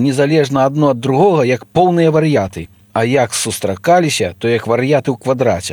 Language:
Belarusian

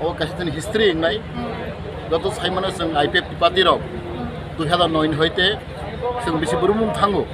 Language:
Kok Borok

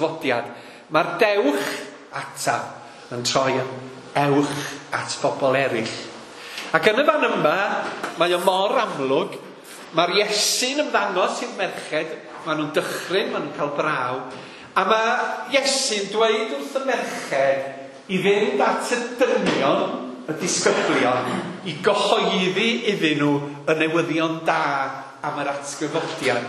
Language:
Welsh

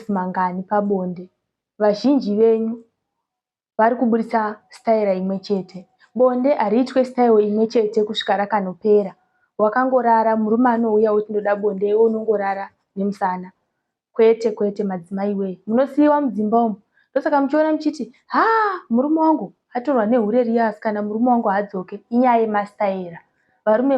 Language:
Shona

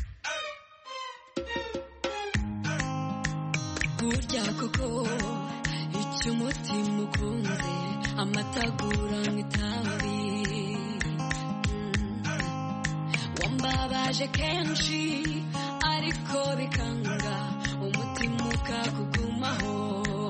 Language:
Kinyarwanda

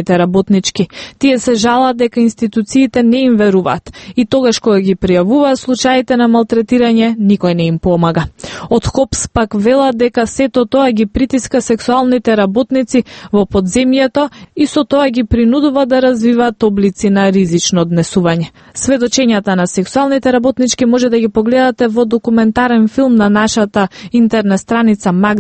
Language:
Macedonian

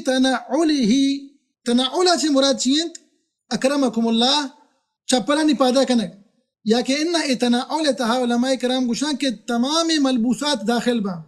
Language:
Baluchi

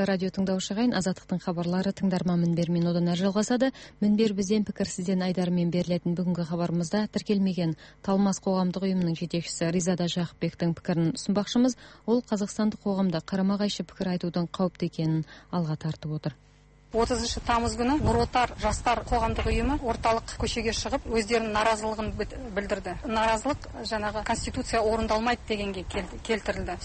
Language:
Kazakh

